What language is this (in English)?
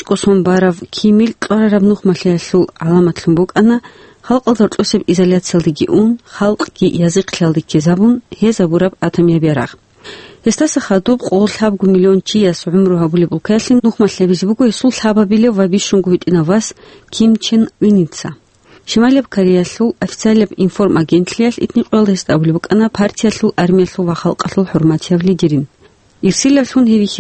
Avaric